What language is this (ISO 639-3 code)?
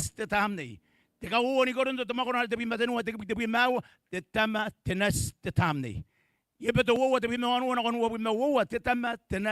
gil